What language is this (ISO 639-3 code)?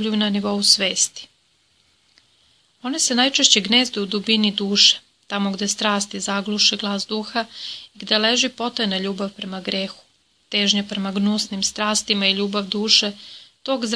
srp